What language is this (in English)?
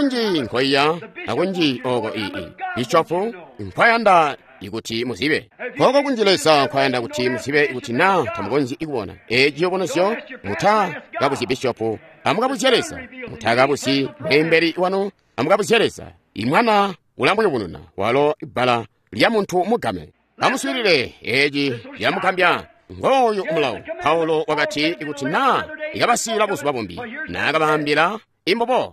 Tonga (Zambia)